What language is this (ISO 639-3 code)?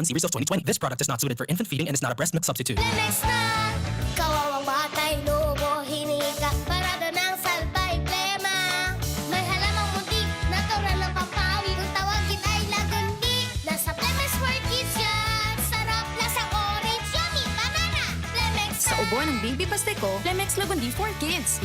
bik